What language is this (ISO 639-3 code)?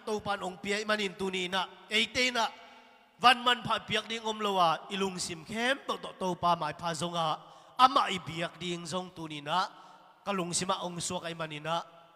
ctd